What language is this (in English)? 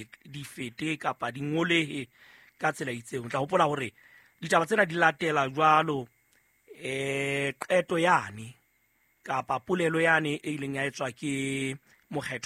Southern Sotho